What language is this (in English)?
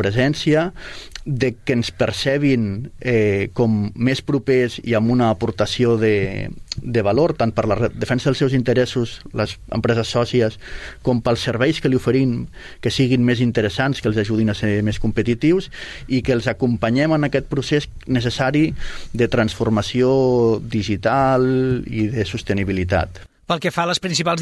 Catalan